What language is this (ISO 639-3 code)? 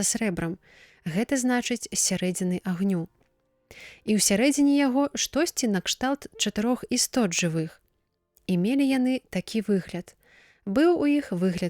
bel